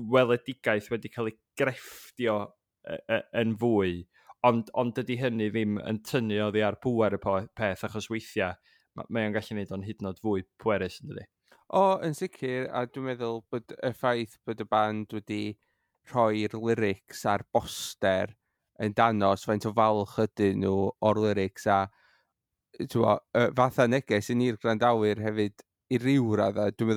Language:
Welsh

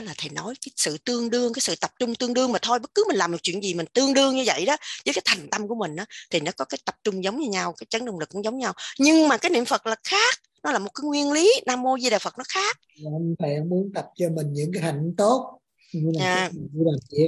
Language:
Vietnamese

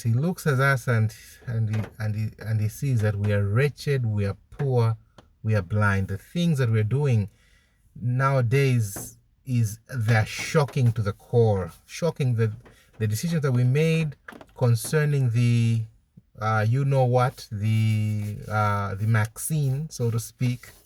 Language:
English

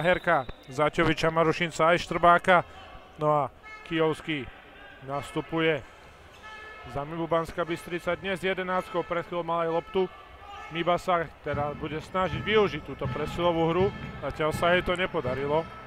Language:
Slovak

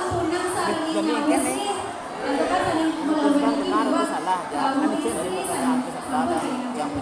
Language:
Balinese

